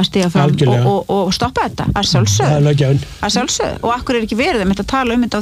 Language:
Icelandic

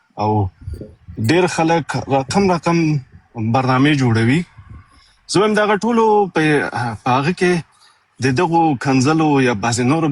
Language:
Pashto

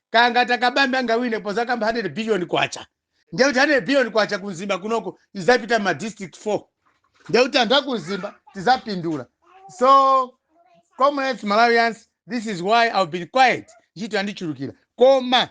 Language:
Nyanja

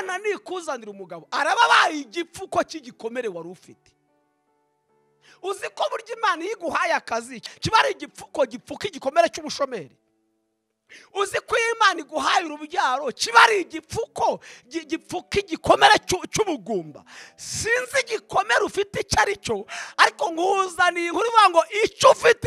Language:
Kinyarwanda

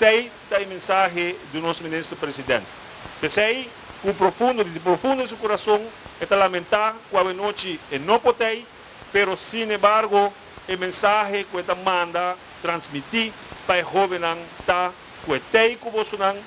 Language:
Papiamento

